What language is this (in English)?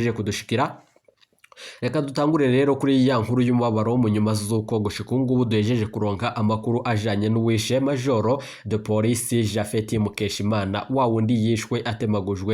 Rundi